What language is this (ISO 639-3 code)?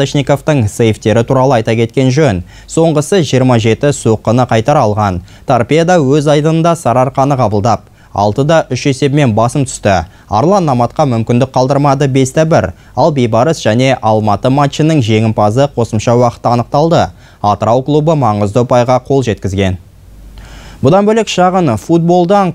kaz